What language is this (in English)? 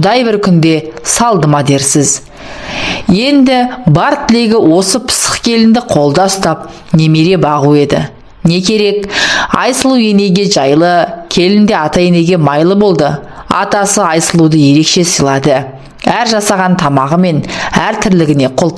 Kazakh